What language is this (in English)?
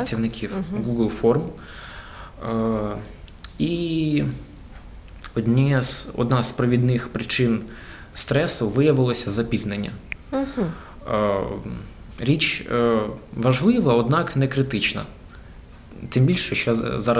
Ukrainian